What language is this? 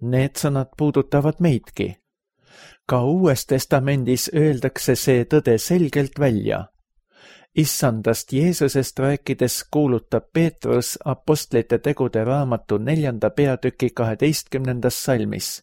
Estonian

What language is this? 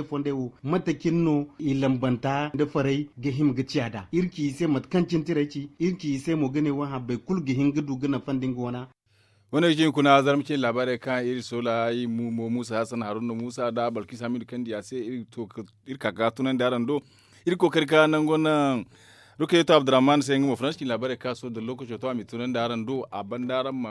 Zarma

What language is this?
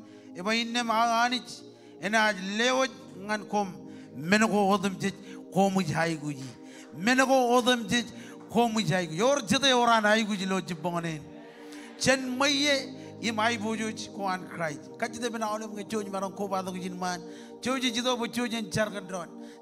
Marshallese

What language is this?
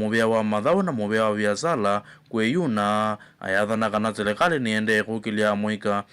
Kamba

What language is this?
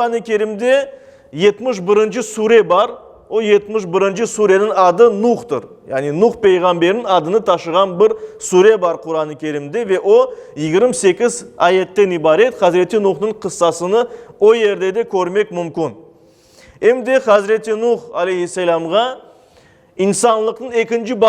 Crimean Tatar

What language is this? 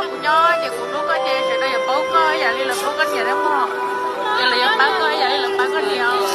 Hmong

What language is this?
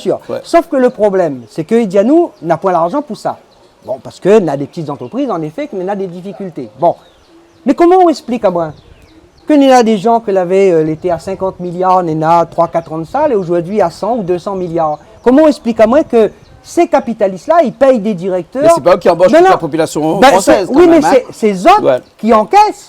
Réunion Creole French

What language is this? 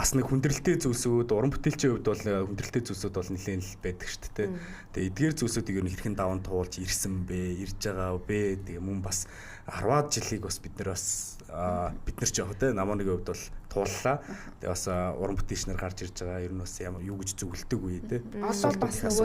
Mongolian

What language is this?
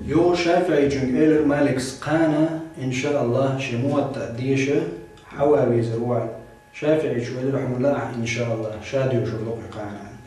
Chechen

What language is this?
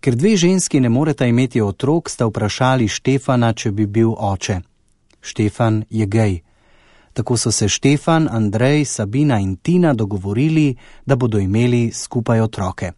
Slovenian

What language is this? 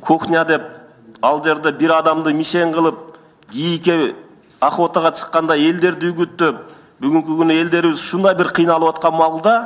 Kyrgyz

